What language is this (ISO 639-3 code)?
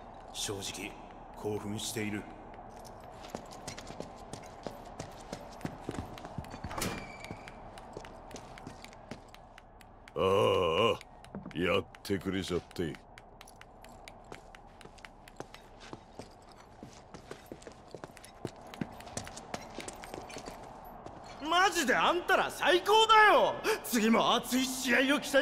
jpn